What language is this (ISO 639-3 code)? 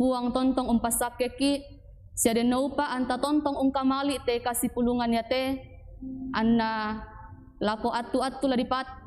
sda